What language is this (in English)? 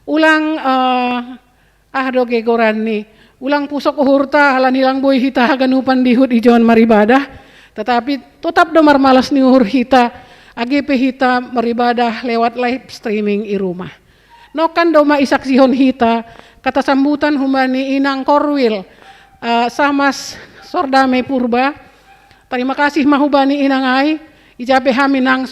Batak Simalungun